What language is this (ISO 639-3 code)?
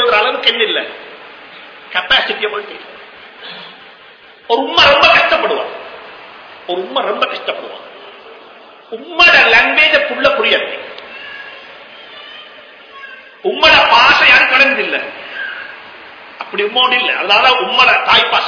tam